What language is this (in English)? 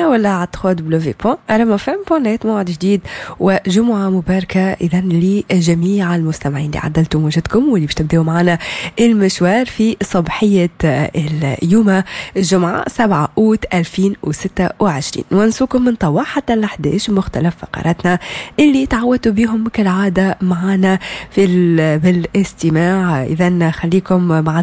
Tunisian Arabic